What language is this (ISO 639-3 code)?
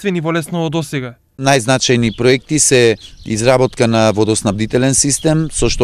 mkd